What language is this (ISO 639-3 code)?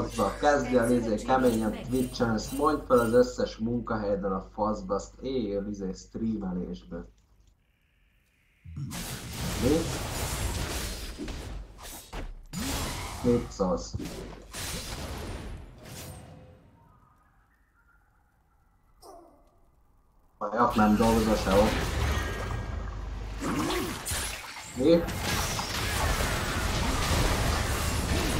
hun